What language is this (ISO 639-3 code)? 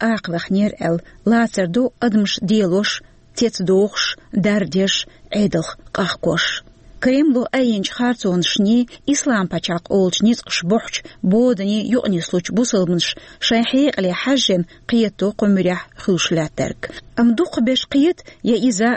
che